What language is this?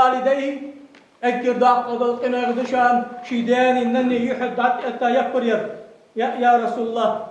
Ingush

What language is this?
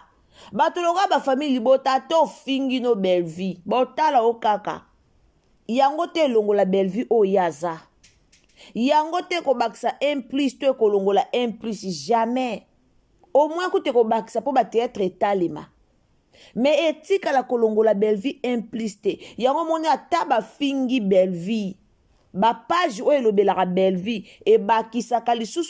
Lingala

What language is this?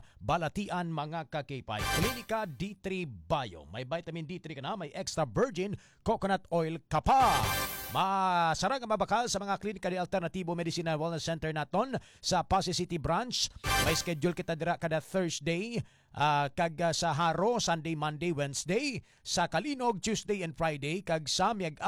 Hiligaynon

